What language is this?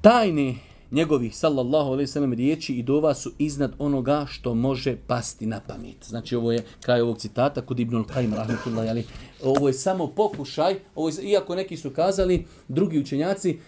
Bosnian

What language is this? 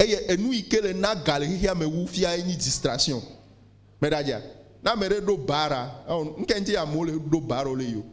Ewe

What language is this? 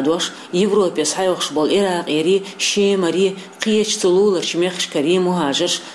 Chechen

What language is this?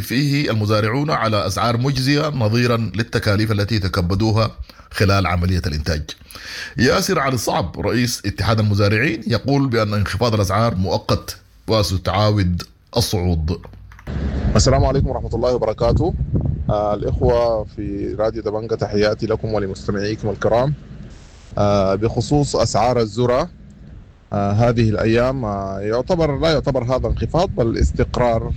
Sudanese Arabic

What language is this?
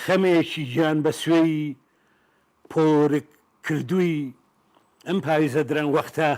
Central Kurdish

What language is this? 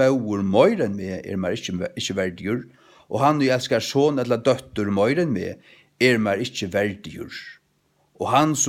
Faroese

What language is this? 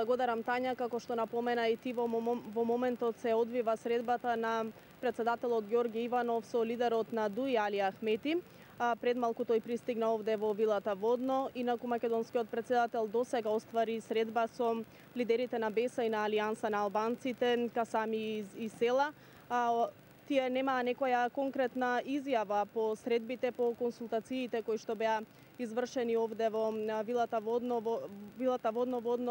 Macedonian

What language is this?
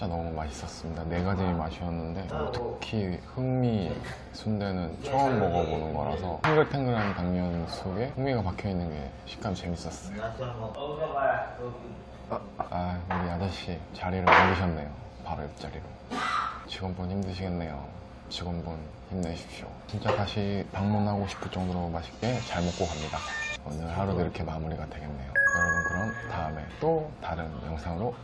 Korean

